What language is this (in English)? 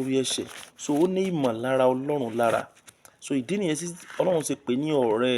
Yoruba